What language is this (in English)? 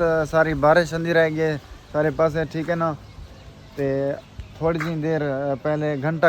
Saraiki